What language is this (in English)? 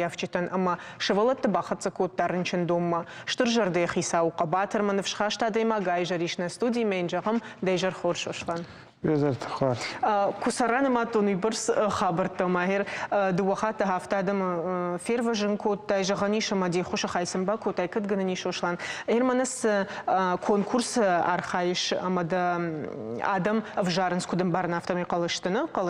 Ossetic